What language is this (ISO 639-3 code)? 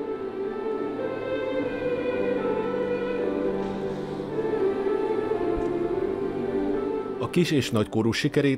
hun